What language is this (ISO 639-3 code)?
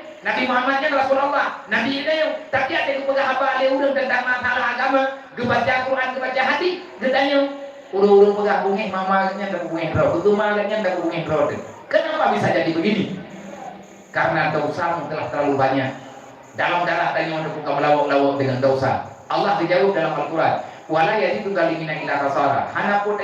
ace